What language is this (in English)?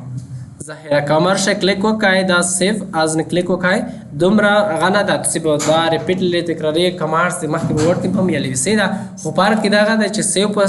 Pashto